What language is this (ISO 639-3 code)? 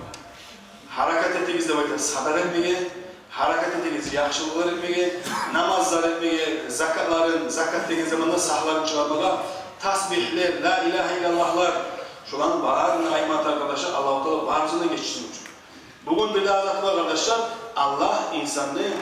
kum